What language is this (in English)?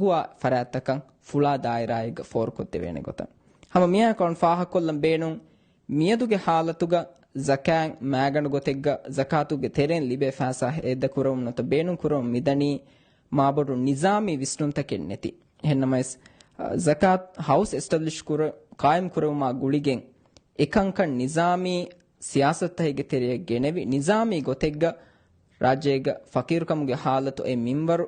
Divehi